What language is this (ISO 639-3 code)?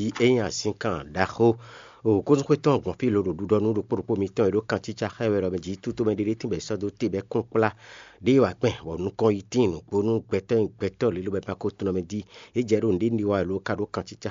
fon